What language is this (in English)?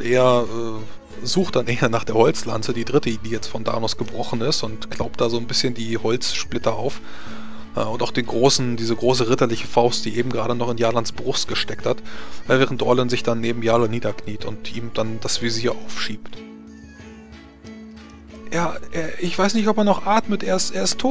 German